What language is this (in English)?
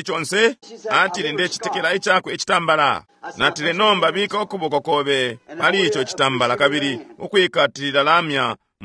Bemba